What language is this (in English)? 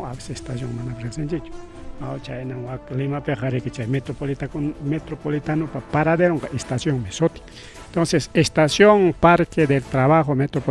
Ayacucho Quechua